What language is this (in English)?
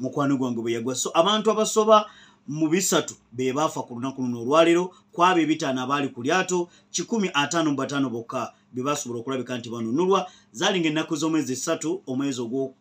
Ganda